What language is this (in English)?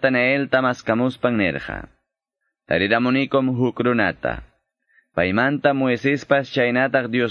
Quechua